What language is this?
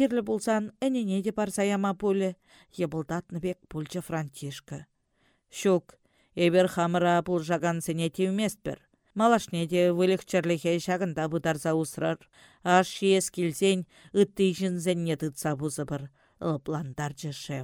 Chuvash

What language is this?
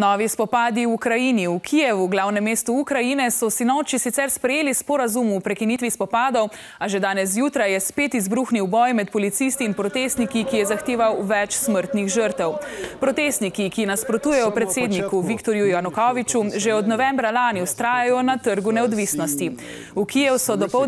Slovenian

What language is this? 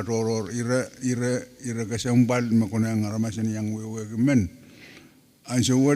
Pohnpeian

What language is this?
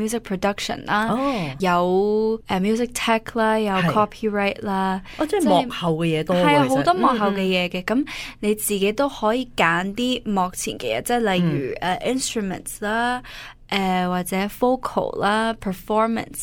Cantonese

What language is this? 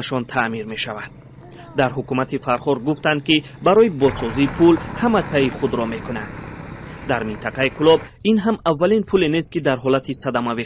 Tajik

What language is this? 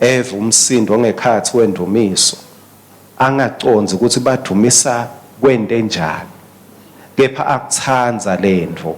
Swati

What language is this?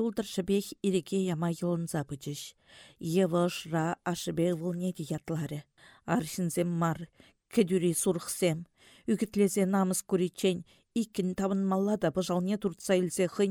Chuvash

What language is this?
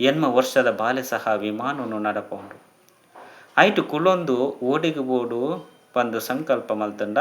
Tulu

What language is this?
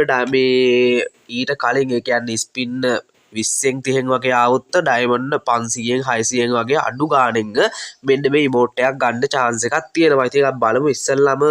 Sinhala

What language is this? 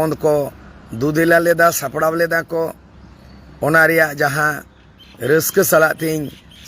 Santali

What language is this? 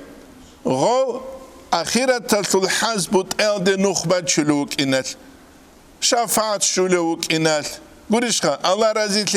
Avaric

